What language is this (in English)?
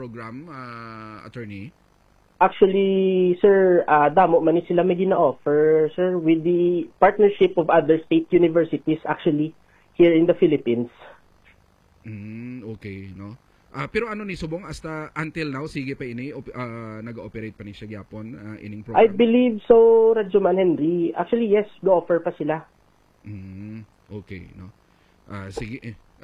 Hiligaynon